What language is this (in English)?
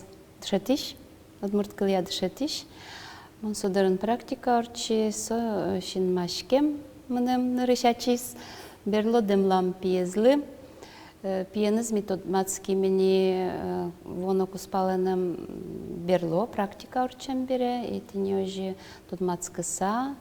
Udmurt